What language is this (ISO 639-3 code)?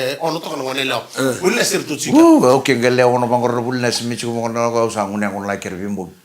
fij